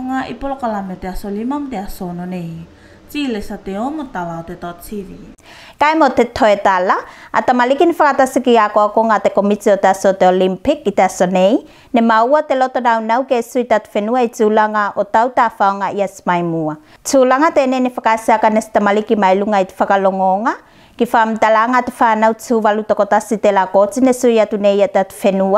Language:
Tuvalu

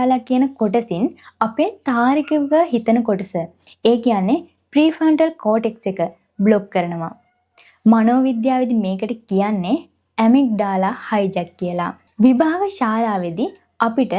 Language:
Sinhala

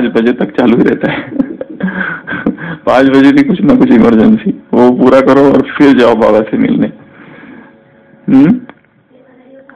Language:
Hindi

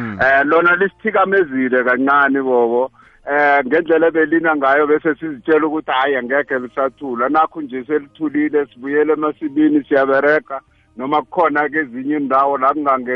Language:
South Ndebele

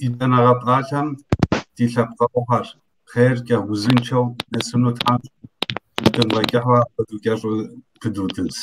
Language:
Kabardian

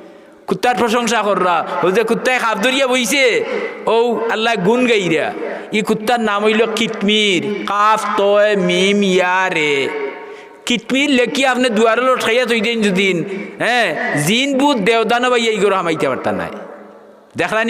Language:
Sylheti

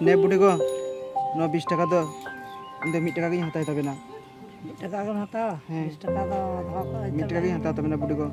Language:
Santali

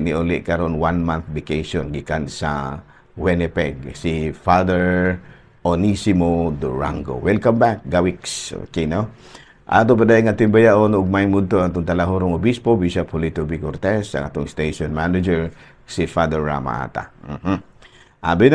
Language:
Cebuano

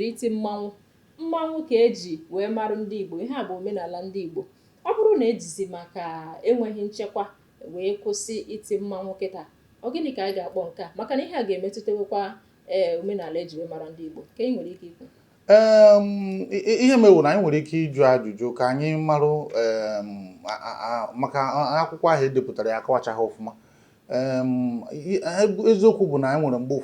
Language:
Igbo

